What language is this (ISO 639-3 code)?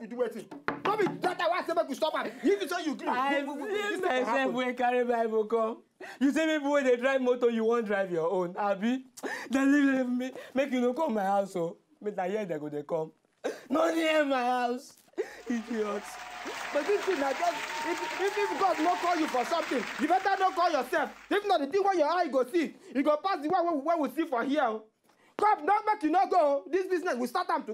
pcm